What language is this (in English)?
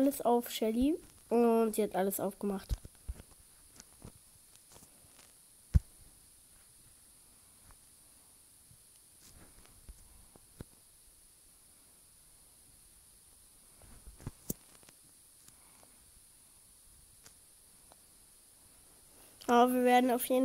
German